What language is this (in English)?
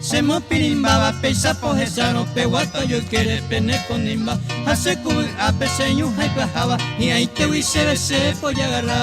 Guarani